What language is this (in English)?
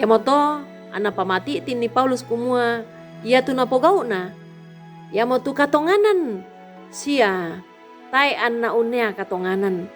Toraja-Sa'dan